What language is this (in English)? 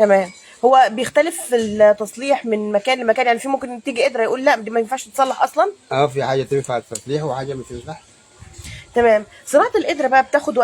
Egyptian Arabic